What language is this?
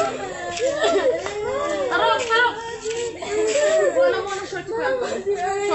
Filipino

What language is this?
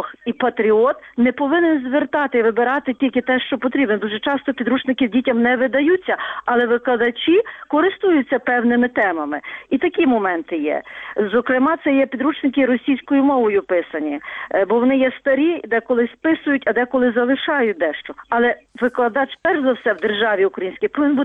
Ukrainian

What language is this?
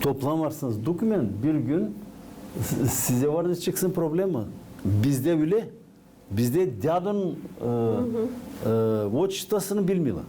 Gagauz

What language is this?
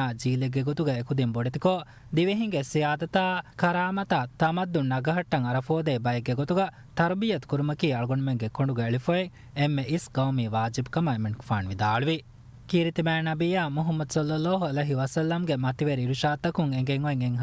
Divehi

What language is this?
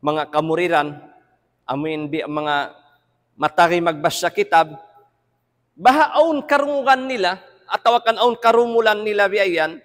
Tausug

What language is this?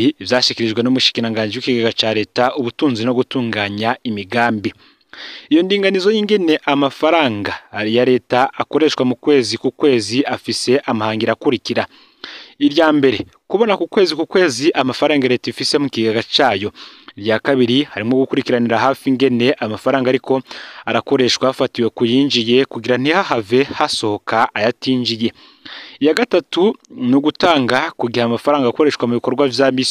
Rundi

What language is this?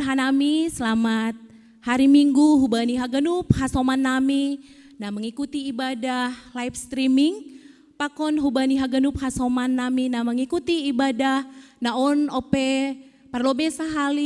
Batak Simalungun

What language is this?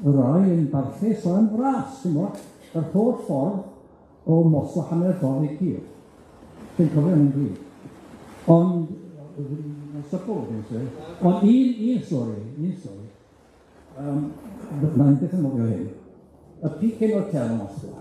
Welsh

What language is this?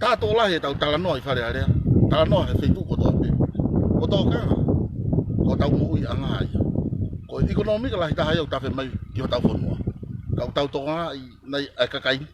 Tongan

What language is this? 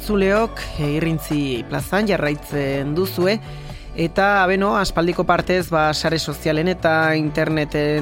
Basque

